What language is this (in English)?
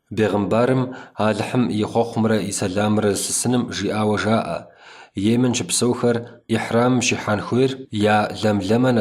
Kabardian